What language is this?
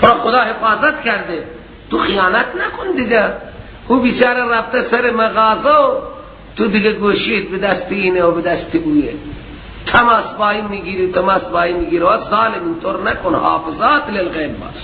Persian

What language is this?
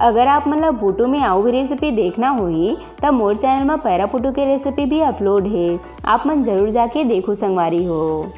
Chhattisgarhi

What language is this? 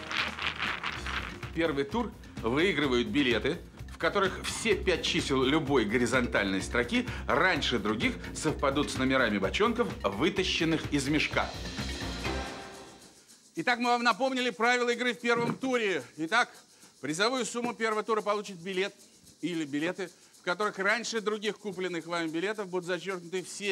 Russian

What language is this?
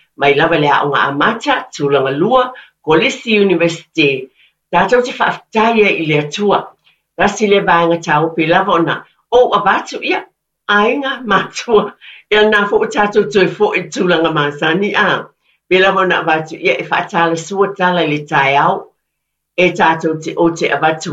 Samoan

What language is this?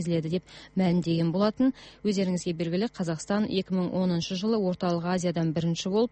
Kazakh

